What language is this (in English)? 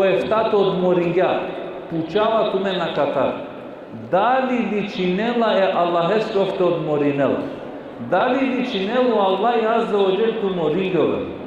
Balkan Romani